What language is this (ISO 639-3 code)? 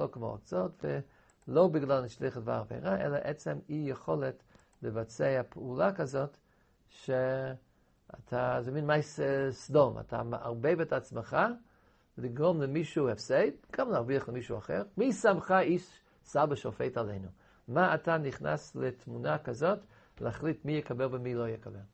heb